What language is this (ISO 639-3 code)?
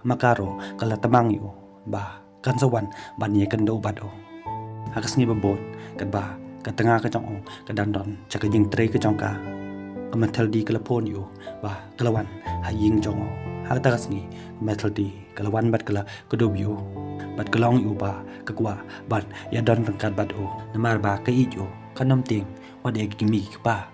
kha